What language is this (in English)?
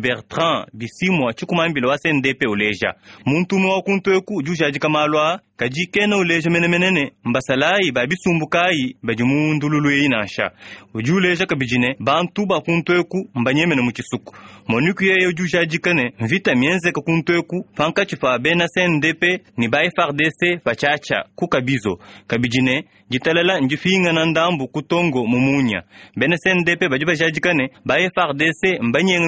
Luba-Lulua